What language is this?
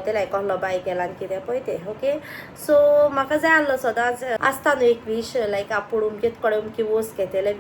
Konkani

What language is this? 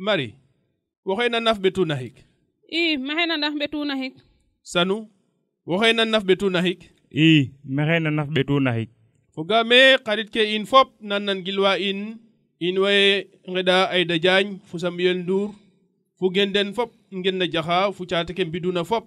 Serer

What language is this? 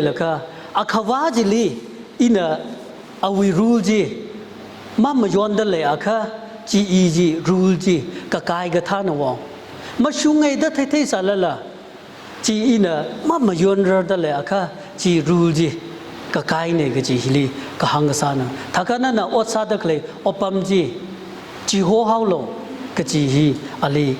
Tangkhul Naga (India)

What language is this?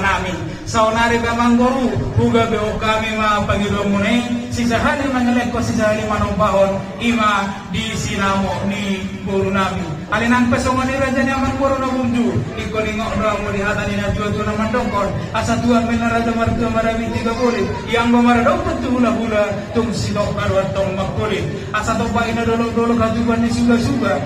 Batak Toba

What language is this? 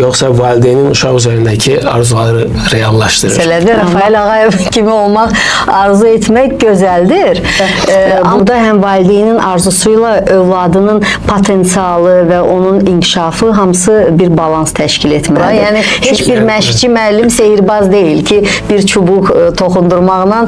Azerbaijani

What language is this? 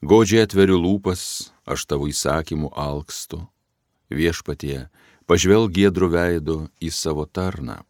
Lithuanian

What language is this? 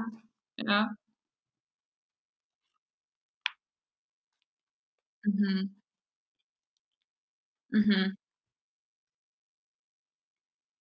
Icelandic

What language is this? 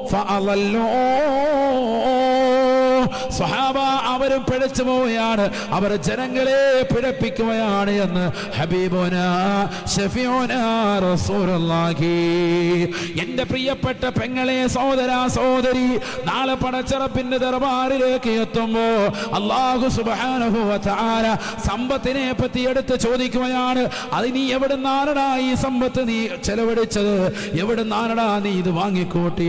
Malayalam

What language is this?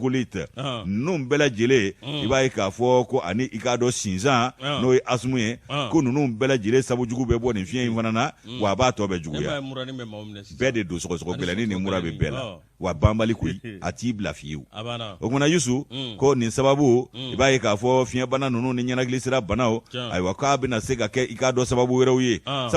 Bambara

